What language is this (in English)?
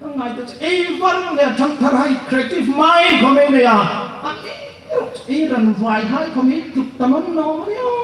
Hmar